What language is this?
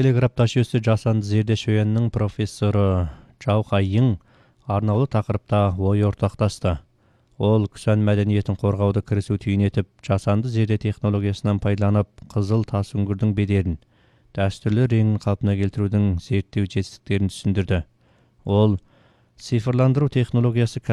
Kazakh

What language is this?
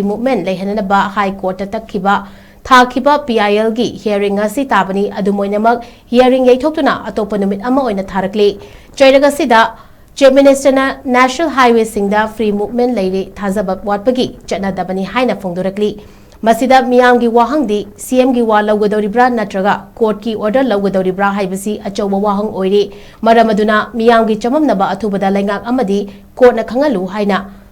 Manipuri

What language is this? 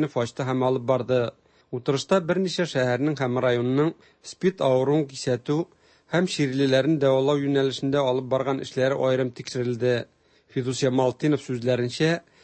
Tatar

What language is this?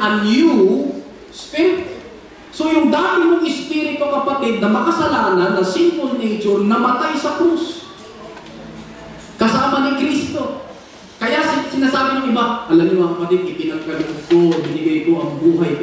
Filipino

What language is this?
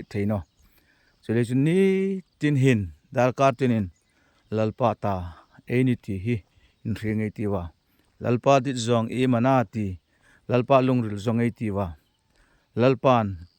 Hmar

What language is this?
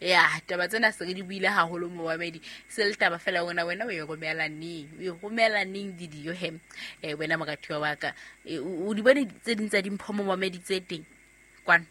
Southern Sotho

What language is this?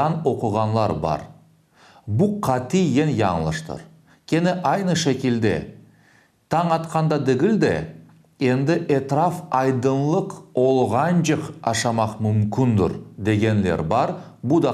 Crimean Tatar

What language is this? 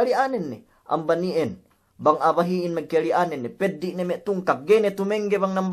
Yakan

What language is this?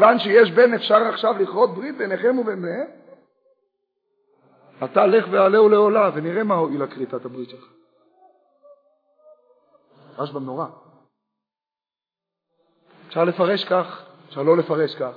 Hebrew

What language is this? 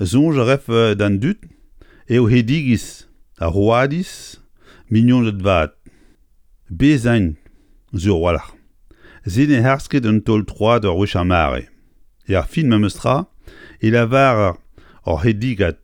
Breton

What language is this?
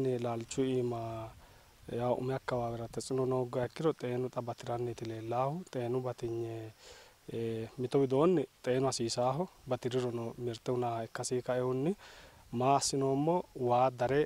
Sidamo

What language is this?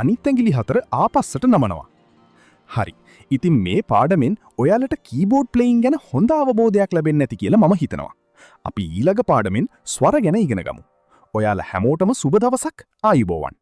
Sinhala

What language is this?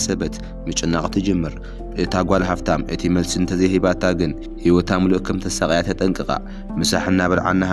Tigrinya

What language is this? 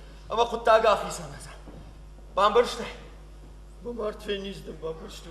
Ossetic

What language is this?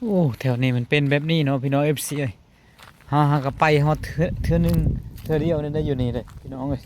Lao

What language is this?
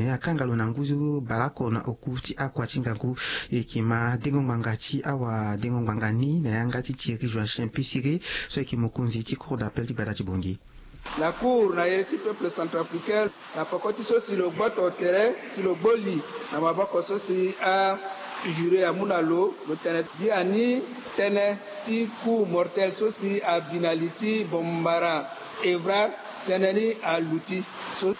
Sango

